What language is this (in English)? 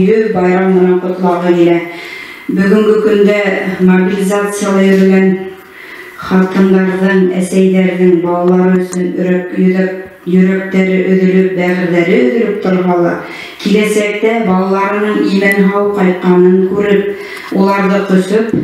Bashkir